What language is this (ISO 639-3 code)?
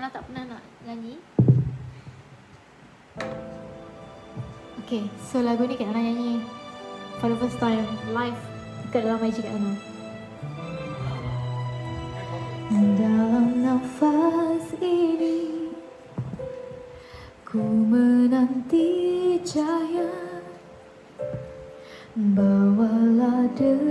msa